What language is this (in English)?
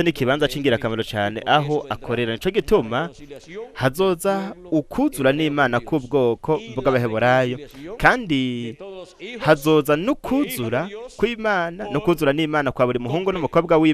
Rundi